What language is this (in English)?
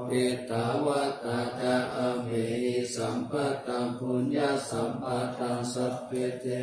Pali